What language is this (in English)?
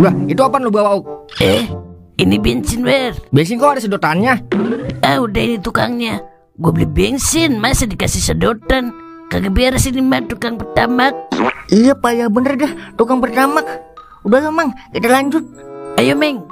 Betawi